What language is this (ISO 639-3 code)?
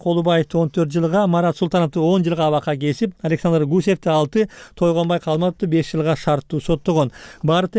kir